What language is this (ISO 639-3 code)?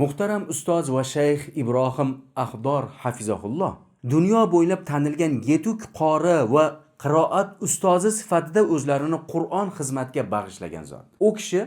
uzb